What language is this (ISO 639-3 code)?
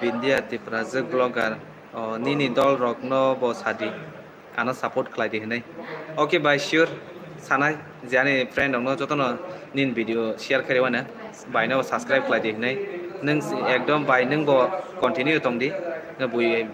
trp